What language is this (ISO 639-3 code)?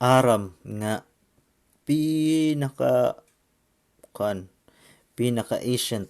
war